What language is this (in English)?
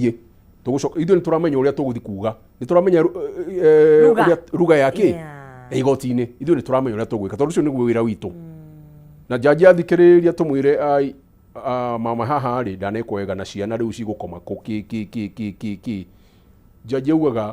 Kikuyu